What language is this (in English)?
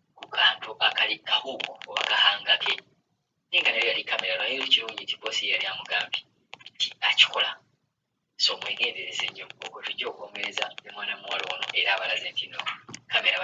Ganda